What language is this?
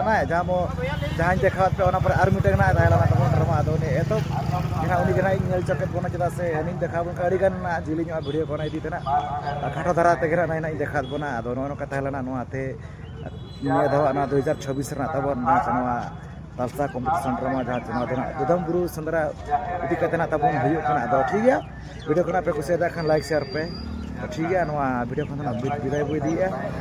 Santali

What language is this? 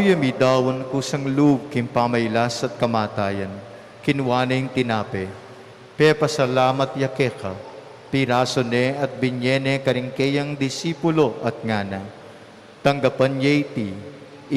Pampanga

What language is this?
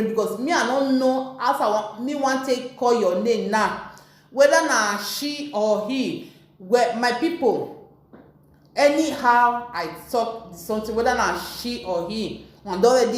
Nigerian Pidgin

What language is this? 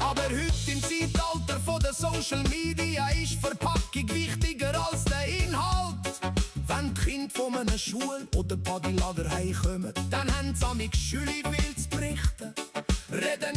Swiss German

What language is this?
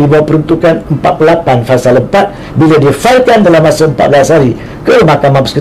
Malay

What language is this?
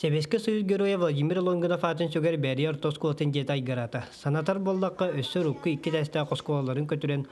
Yakut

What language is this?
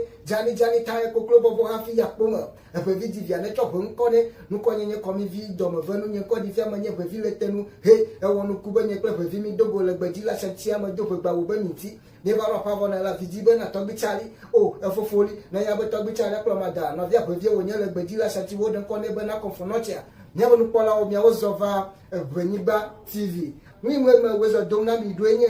Ewe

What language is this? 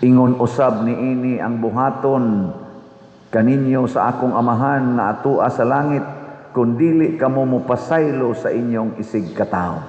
Cebuano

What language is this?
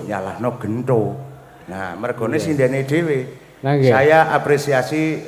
Javanese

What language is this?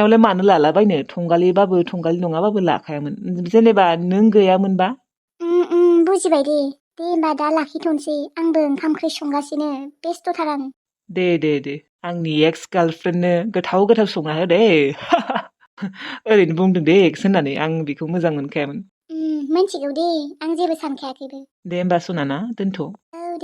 Bodo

